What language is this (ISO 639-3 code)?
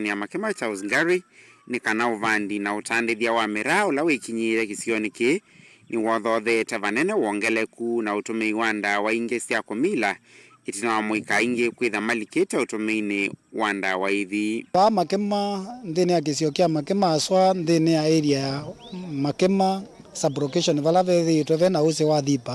kam